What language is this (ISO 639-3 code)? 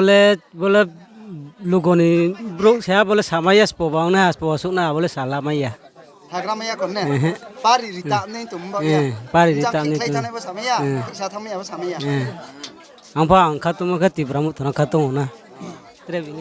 ria